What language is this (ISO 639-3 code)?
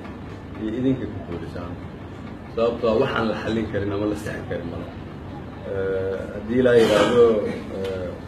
som